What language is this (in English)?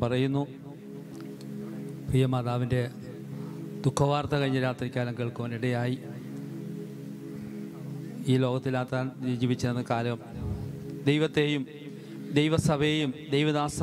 Malayalam